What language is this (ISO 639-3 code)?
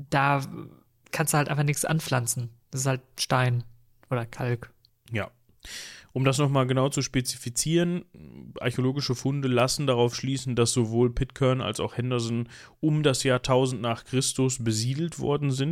deu